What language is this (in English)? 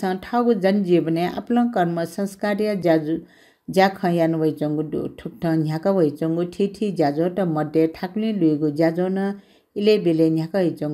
Newari